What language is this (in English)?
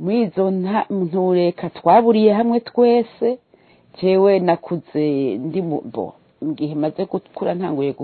Rundi